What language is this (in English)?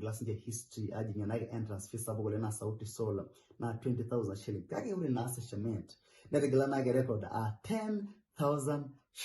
Masai